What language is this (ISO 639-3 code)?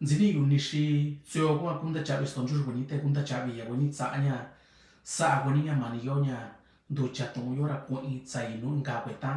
mix